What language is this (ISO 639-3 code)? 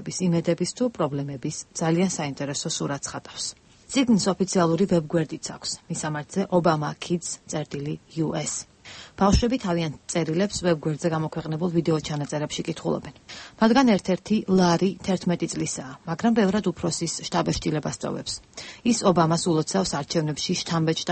kat